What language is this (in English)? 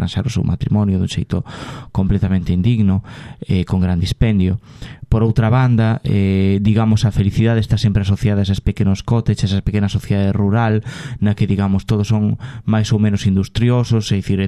Galician